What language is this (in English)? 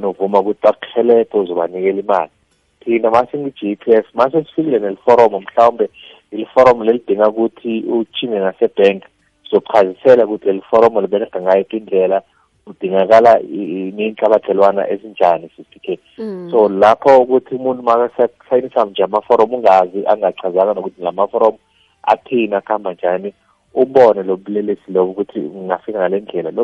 South Ndebele